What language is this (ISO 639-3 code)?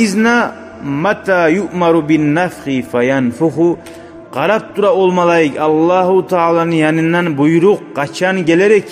kum